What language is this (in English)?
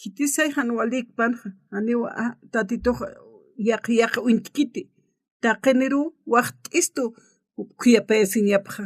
Aymara